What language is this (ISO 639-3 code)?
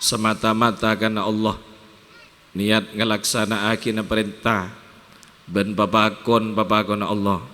mad